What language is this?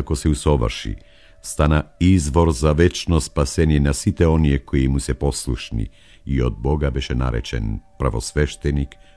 Macedonian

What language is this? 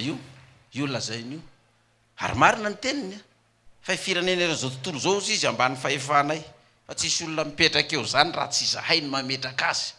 Malagasy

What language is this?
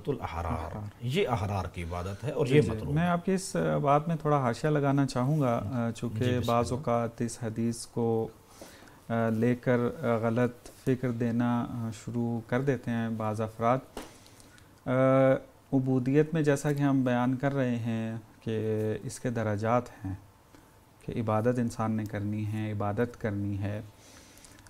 Urdu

